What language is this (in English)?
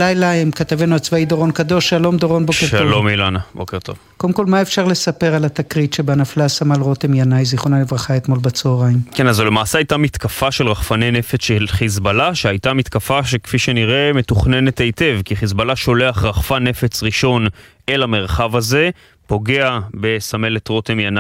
Hebrew